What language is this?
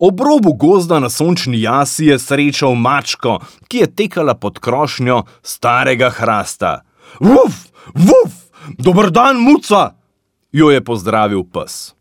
Slovenian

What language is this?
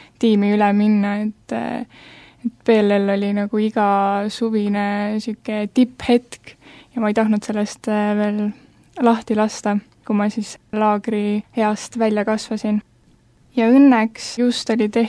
Estonian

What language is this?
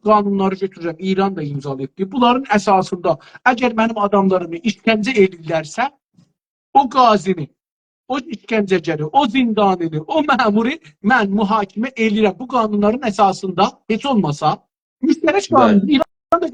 South Azerbaijani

